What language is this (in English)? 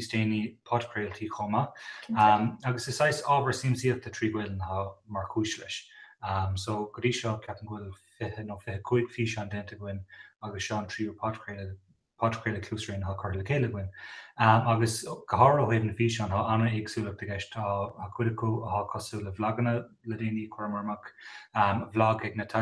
Irish